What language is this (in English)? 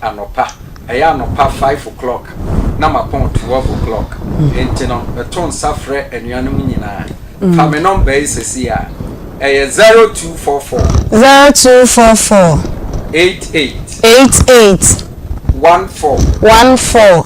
Akan